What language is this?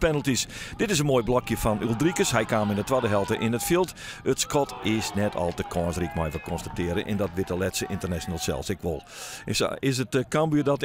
Western Frisian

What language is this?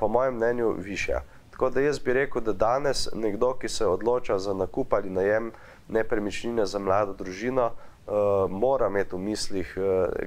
Slovenian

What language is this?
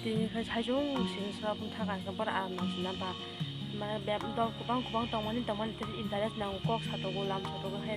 Kok Borok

